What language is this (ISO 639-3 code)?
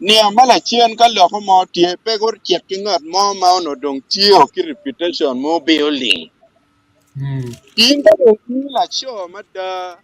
ach